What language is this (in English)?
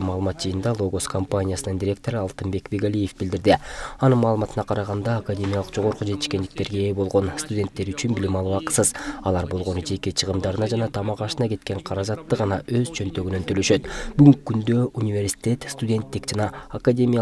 Kyrgyz